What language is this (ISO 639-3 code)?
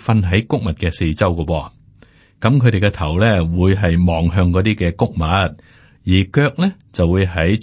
yue